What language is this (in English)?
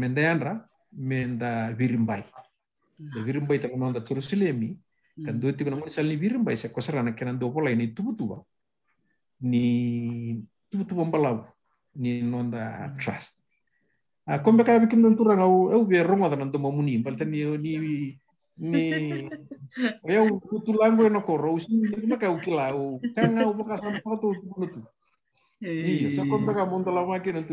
Fijian